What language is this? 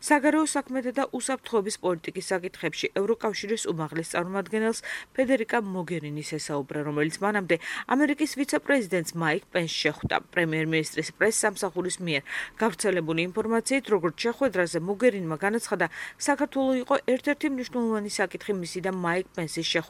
Georgian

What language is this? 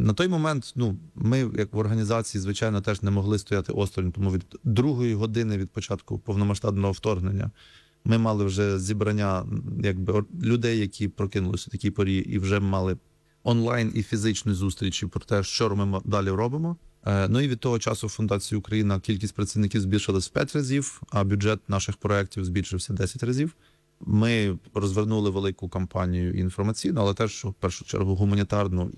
Ukrainian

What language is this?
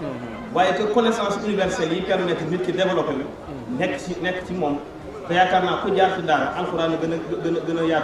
Wolof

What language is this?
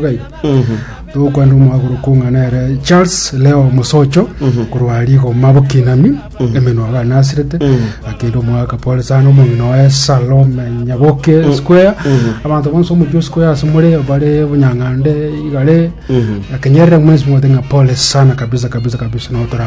Gusii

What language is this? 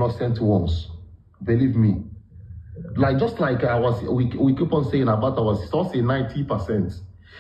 Igbo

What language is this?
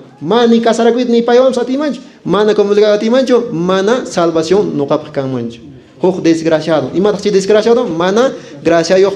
Quechua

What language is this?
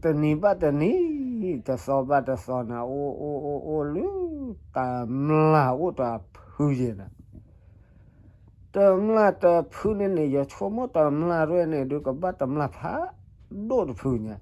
S'gaw Karen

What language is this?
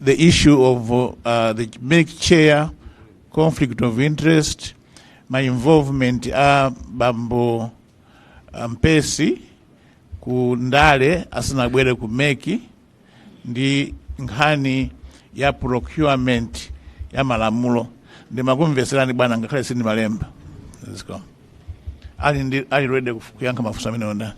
Nyanja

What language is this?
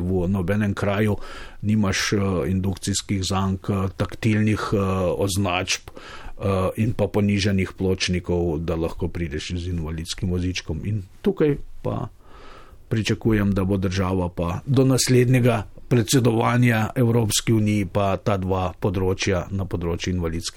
Slovenian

